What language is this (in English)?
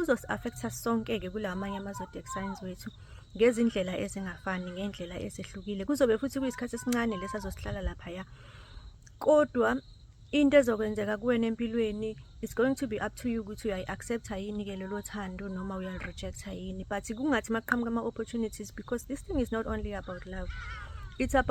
Zulu